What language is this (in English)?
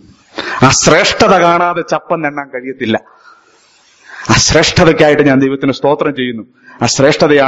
Malayalam